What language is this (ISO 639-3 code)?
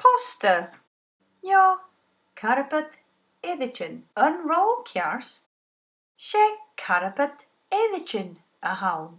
gla